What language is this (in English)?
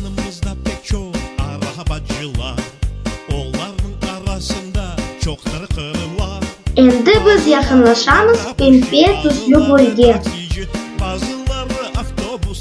Crimean Tatar